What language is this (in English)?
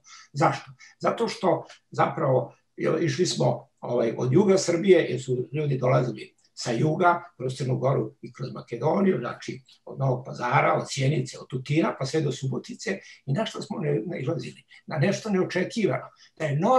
Serbian